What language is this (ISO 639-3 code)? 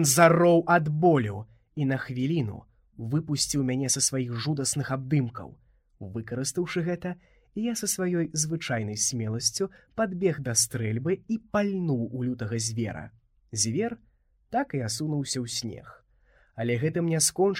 bel